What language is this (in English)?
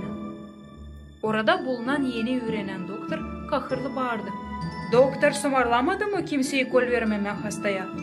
Gagauz